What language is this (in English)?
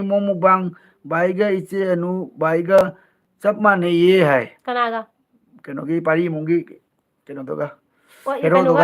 Manipuri